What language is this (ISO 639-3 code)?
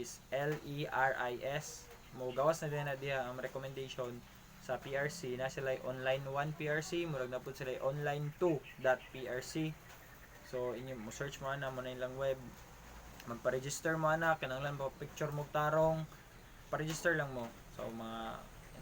ceb